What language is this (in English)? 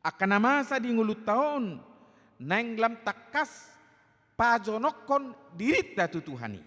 Batak Toba